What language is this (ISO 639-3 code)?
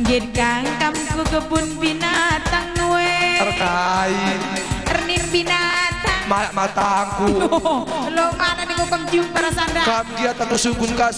btx